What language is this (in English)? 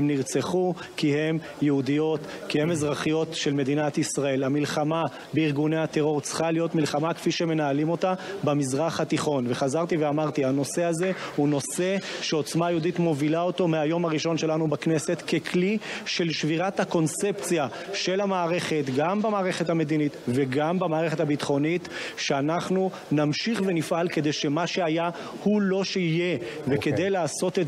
Hebrew